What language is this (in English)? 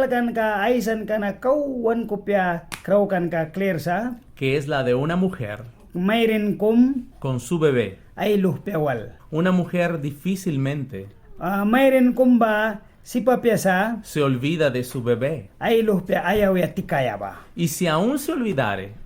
Mískito